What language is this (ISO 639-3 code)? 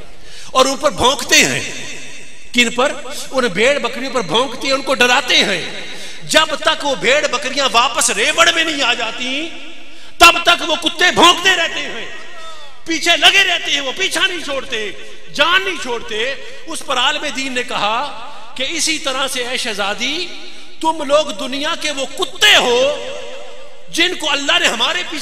urd